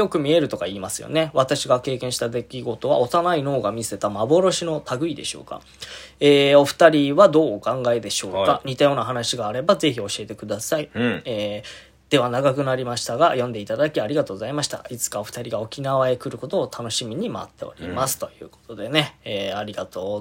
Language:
Japanese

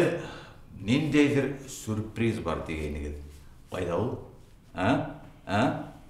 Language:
Bashkir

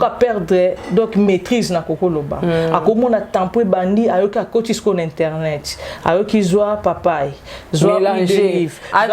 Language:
Lingala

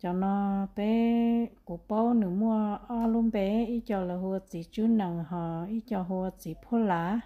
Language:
Hmong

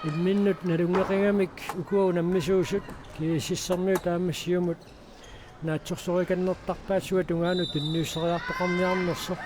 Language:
Kalaallisut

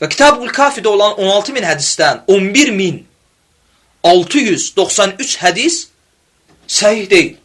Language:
Azerbaijani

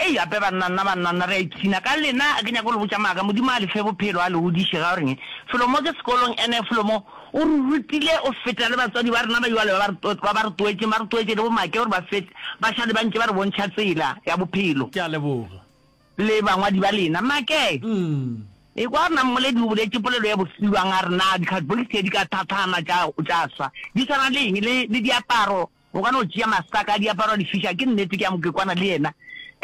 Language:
Northern Sotho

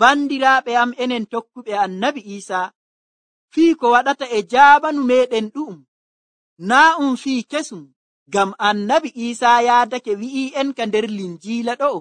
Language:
Nigerian Fulfulde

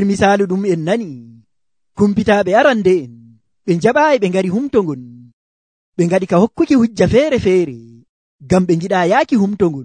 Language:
Nigerian Fulfulde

